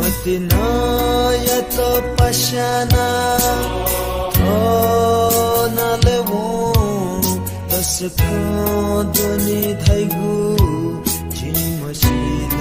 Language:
Newari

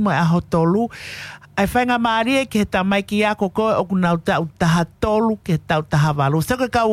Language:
Tongan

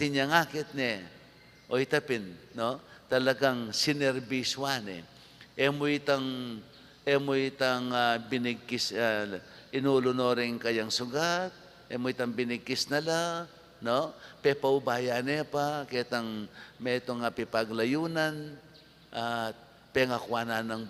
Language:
Pampanga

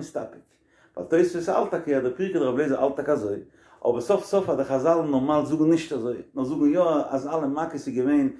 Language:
Yiddish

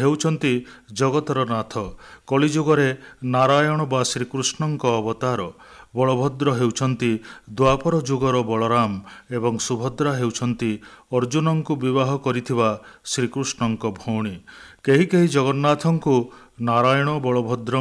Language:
Odia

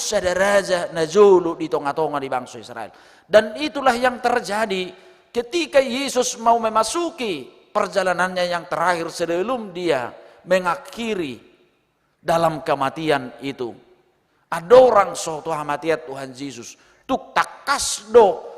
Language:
Batak Toba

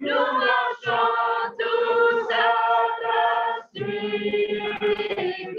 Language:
Kabyle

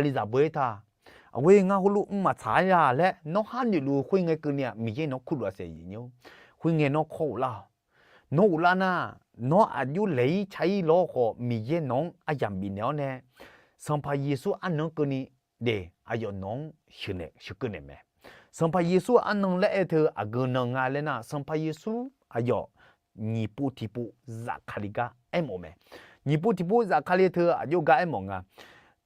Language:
Akha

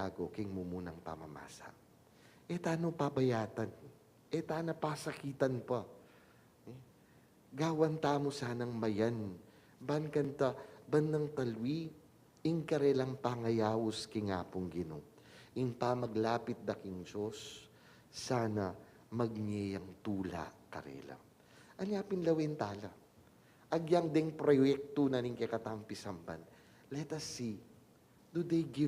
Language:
Pampanga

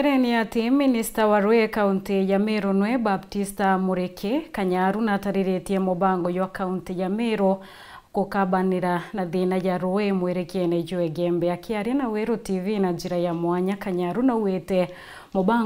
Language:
Meru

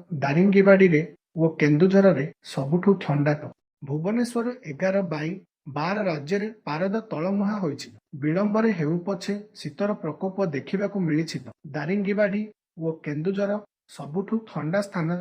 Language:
Odia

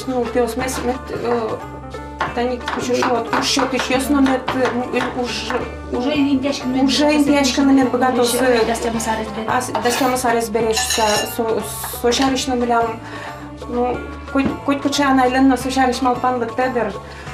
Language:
Udmurt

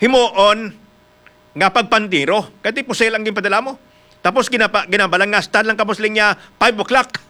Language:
Hiligaynon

